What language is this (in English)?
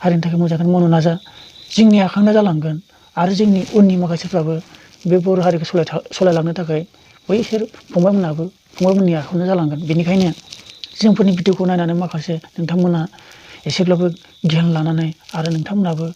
Bodo